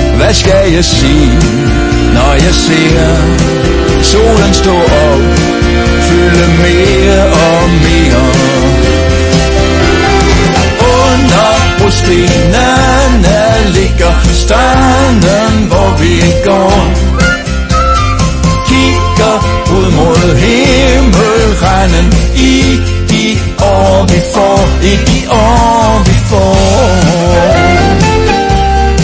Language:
Danish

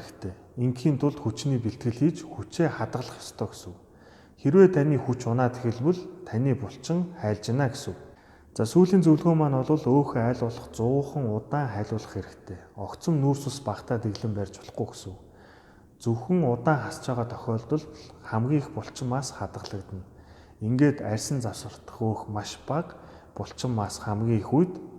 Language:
Mongolian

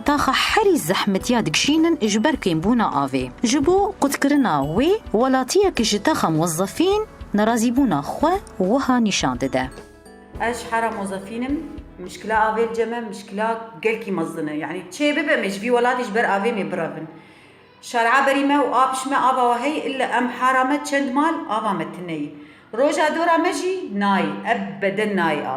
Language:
Kurdish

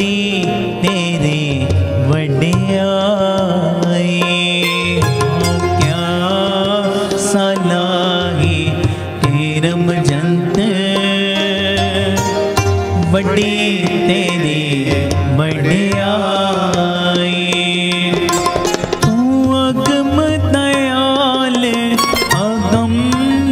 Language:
Punjabi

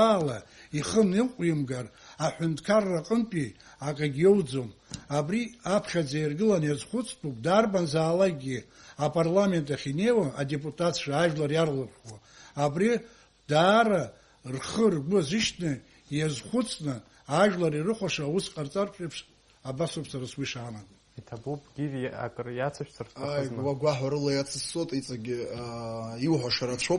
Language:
Abkhazian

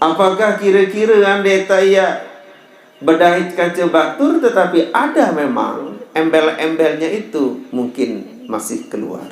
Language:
Sasak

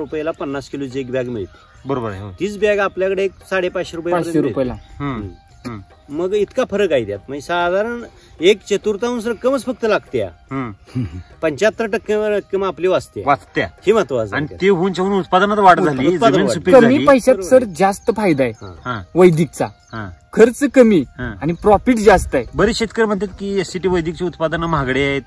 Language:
Marathi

